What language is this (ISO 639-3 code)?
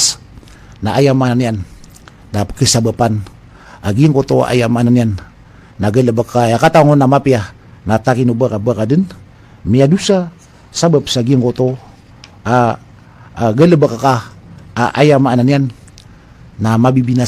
mrw